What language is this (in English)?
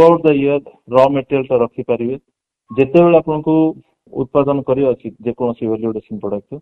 Odia